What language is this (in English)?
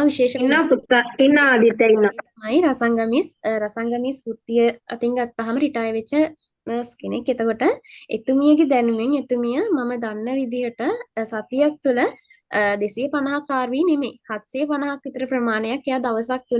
Sinhala